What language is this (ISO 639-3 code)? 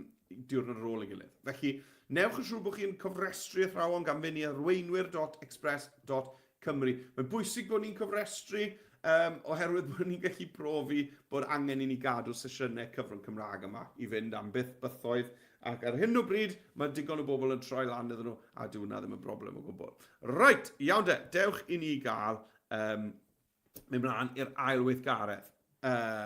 cym